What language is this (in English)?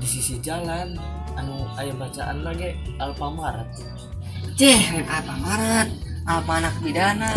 Sundanese